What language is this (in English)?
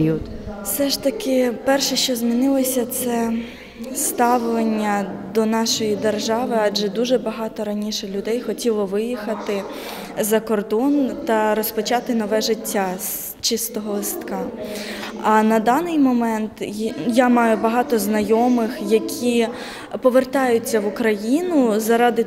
Ukrainian